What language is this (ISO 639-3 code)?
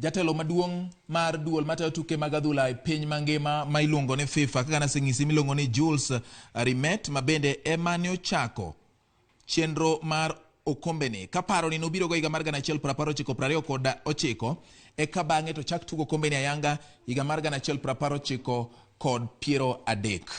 luo